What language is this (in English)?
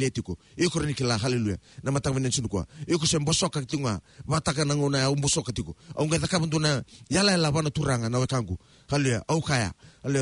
Fijian